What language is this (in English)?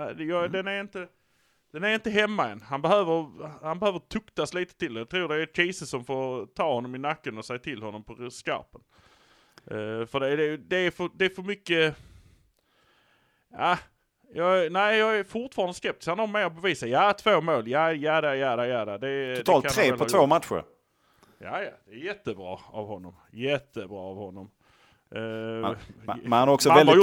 Swedish